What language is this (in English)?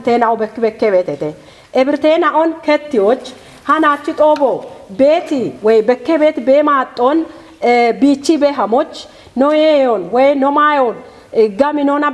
Kafa